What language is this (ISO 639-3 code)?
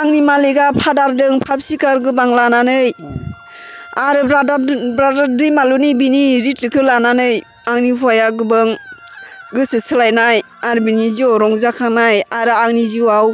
brx